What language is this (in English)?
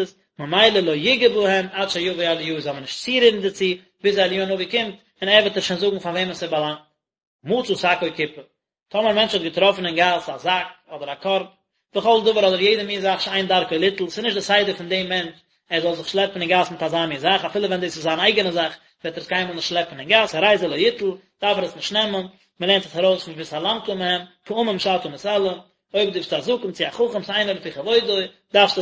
Yiddish